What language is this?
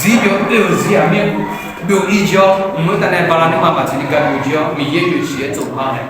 Akha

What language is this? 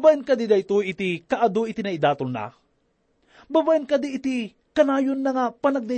Iloko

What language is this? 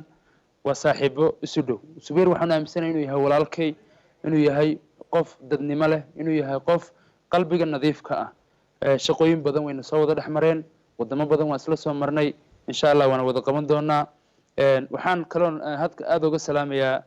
Somali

